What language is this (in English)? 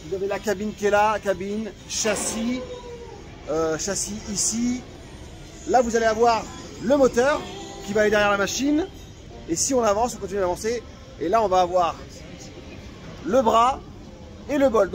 French